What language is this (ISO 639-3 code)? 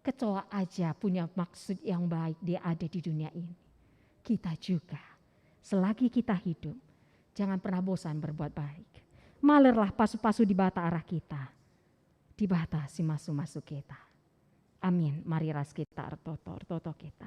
btx